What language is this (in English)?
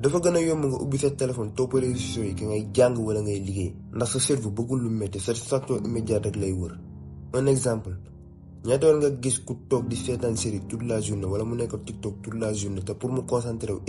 Wolof